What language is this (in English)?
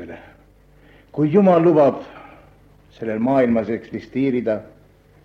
Estonian